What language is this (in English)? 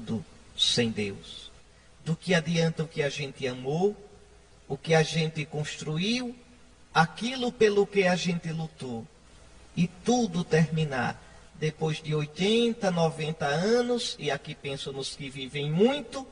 Portuguese